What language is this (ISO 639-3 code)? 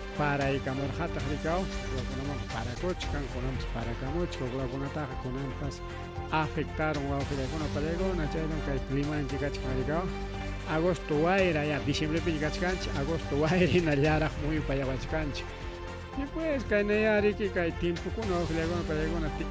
quy